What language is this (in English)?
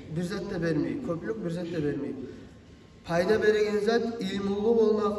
Kumyk